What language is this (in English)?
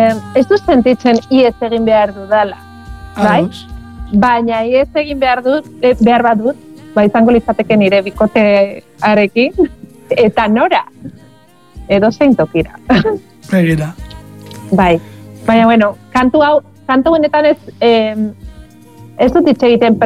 Basque